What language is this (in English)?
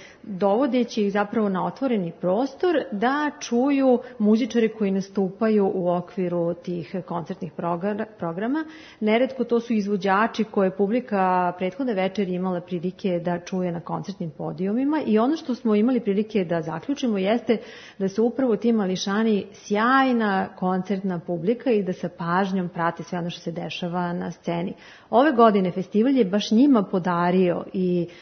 Serbian